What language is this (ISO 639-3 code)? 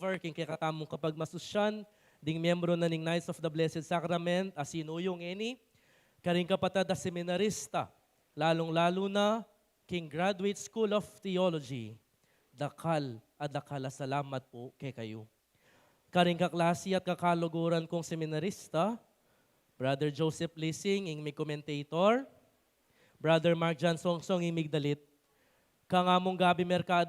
pam